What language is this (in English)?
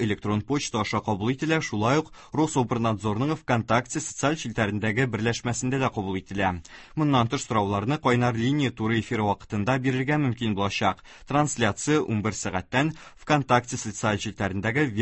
Tatar